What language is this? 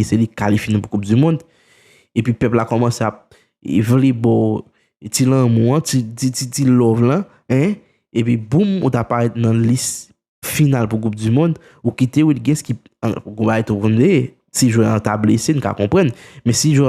Haitian Creole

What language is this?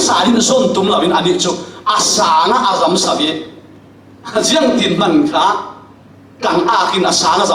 Falam Chin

